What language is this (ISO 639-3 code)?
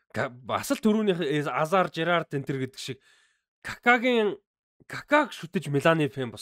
mon